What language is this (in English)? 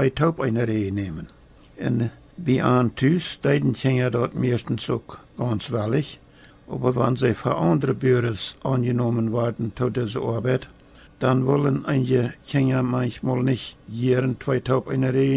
Plautdietsch